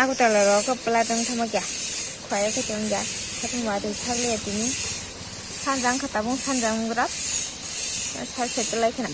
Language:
Kok Borok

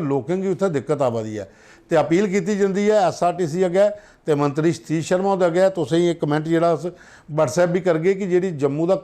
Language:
Dogri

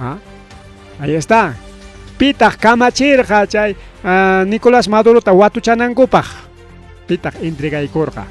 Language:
Ayacucho Quechua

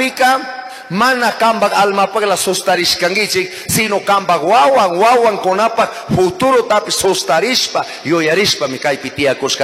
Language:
Chimborazo Highland Quichua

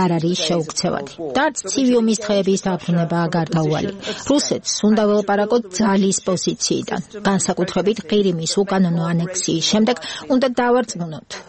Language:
Georgian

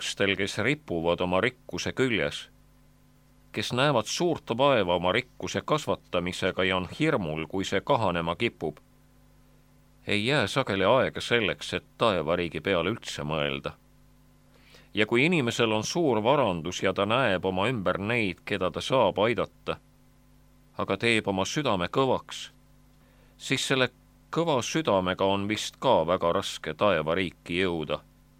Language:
Estonian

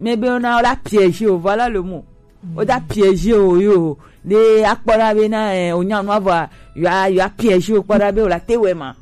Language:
Gen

